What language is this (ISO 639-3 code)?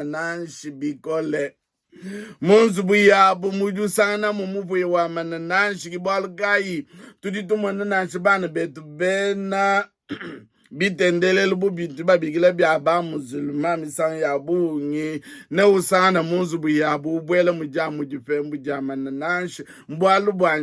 lua